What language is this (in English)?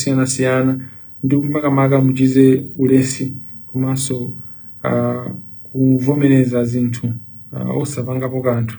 Nyanja